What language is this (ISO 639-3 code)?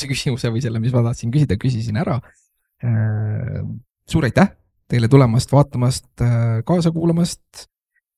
est